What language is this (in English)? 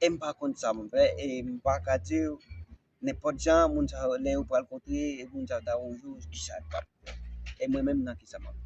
Haitian Creole